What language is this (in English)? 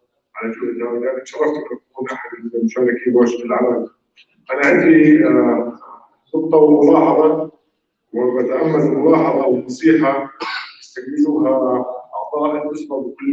North Levantine Arabic